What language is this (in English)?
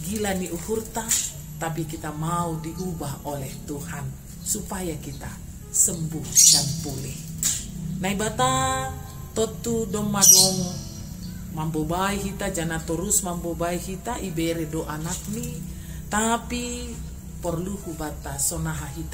Batak Simalungun